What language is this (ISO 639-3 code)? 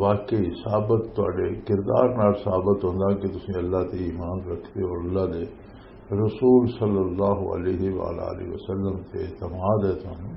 lah